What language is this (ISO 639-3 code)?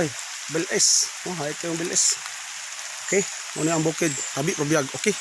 ceb